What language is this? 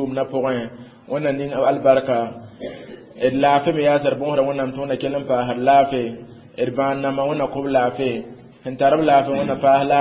Mossi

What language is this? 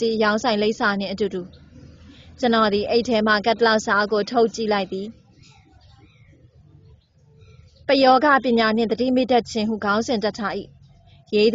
Burmese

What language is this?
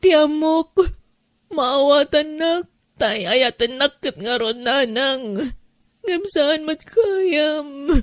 Iloko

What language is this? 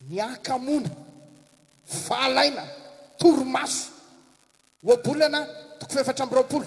Malagasy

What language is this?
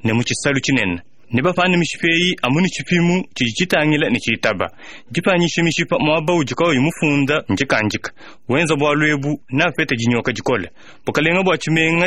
Luba-Lulua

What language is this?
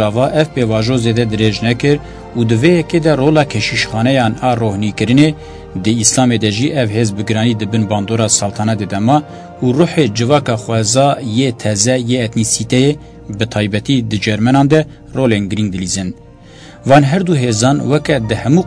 Kurdish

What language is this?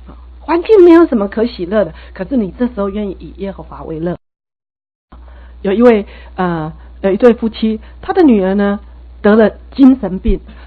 Chinese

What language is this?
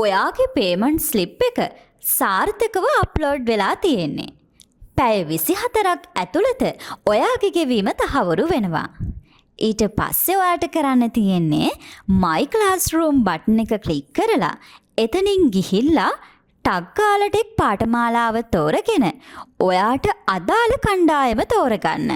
Sinhala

